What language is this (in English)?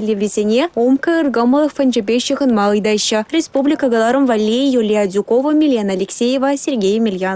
Chuvash